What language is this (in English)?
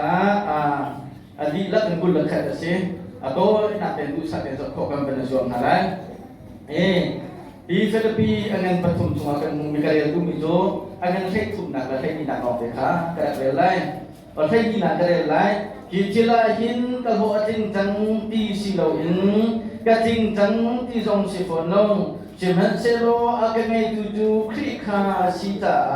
Hakha Chin